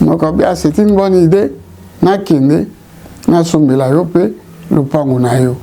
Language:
Lingala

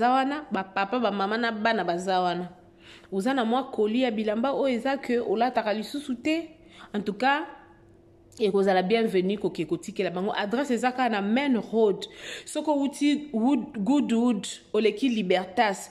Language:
Lingala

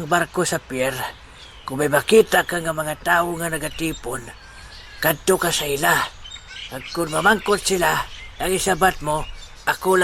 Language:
Hiligaynon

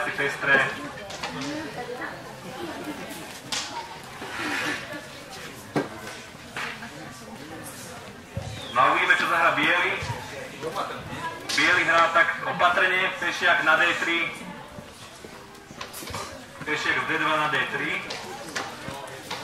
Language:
Slovak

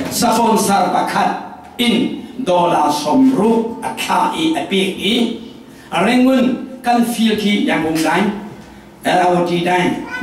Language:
Falam Chin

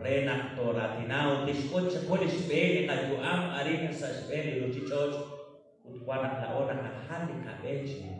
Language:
Kekchí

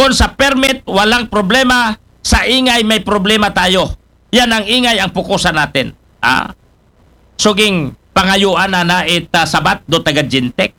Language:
Aklanon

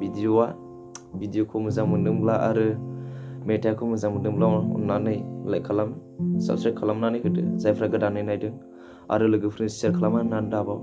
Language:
Bodo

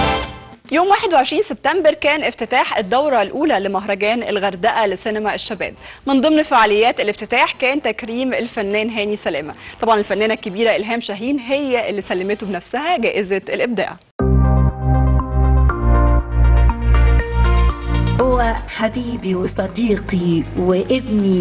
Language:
Egyptian Arabic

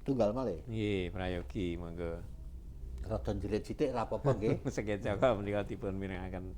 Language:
Javanese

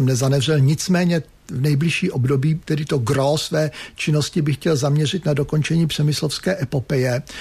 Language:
Czech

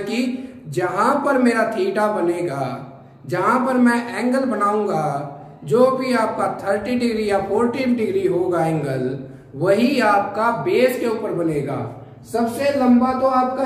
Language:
Hindi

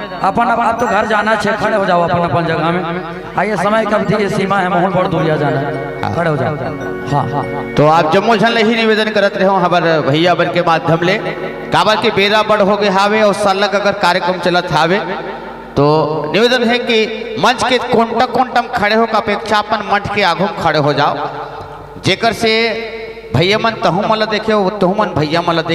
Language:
Chhattisgarhi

